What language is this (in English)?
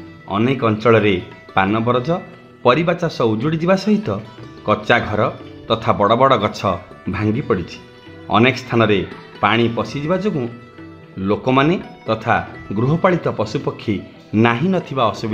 Odia